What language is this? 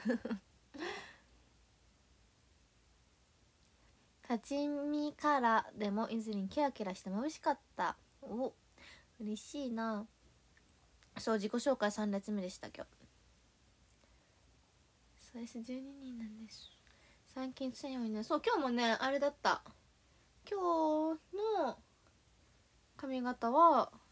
Japanese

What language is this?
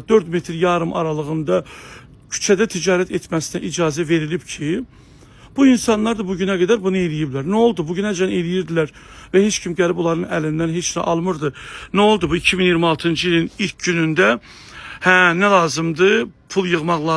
Azerbaijani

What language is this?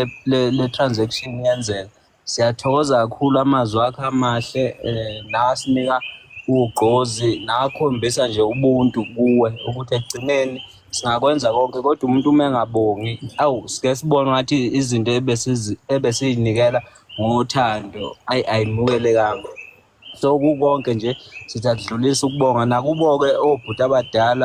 Zulu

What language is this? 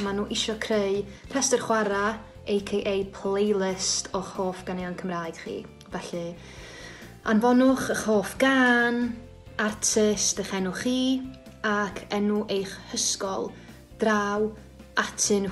Welsh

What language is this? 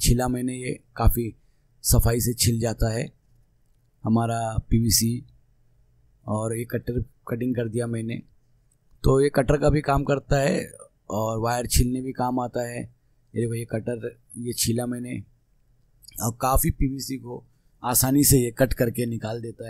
Hindi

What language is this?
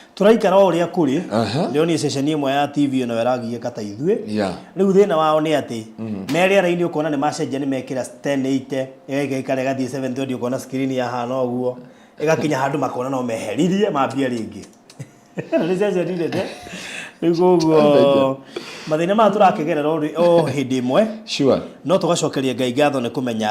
Kikuyu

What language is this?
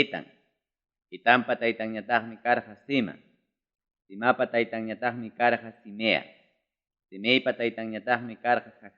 Ayacucho Quechua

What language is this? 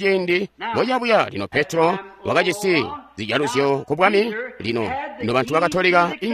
Tonga (Zambia)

